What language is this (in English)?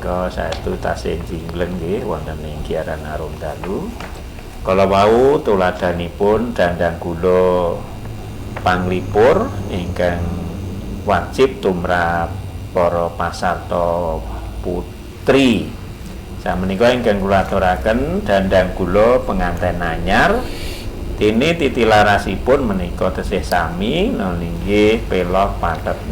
Javanese